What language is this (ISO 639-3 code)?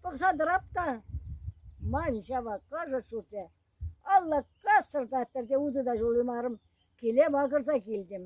chv